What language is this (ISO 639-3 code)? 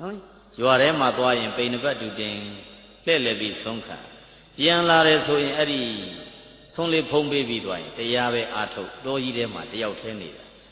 mya